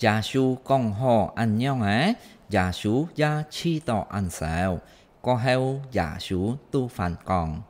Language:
Hakka Chinese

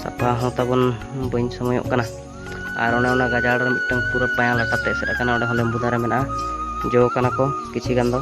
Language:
Santali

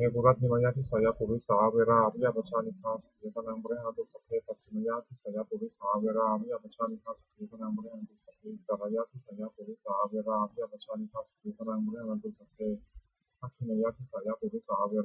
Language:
Pali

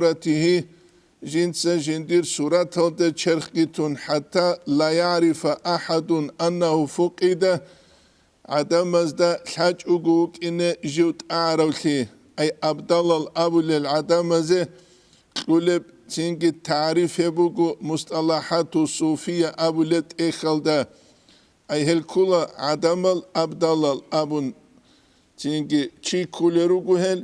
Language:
Avaric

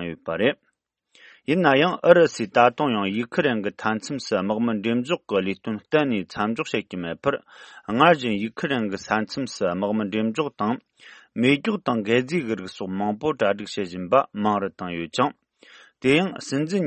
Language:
Tibetan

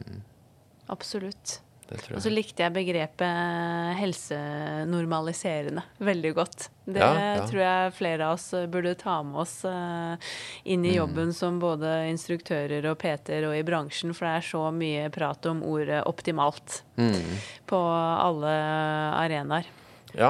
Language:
Norwegian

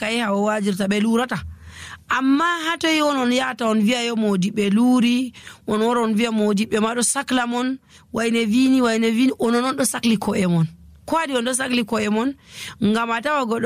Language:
Nigerian Fulfulde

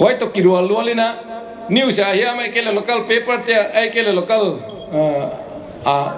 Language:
Paite Chin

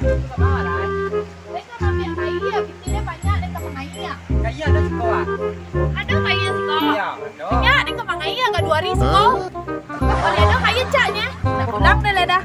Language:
Minangkabau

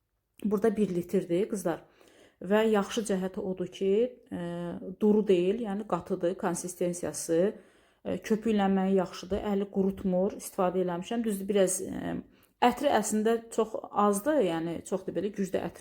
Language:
Azerbaijani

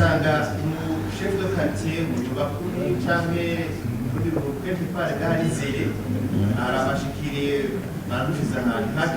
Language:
Rundi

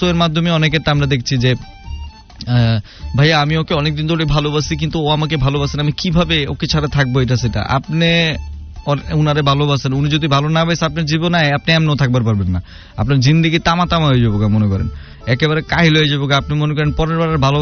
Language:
Bangla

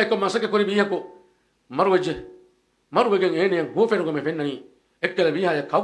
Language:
Divehi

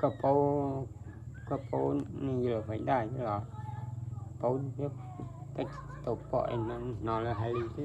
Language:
Hmong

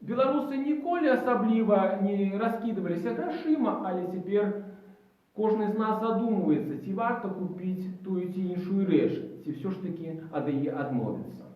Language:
Belarusian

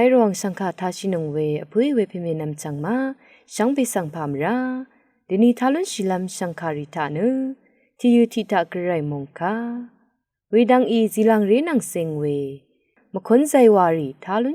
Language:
Rawang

